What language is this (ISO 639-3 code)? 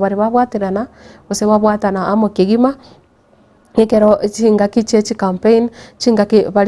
guz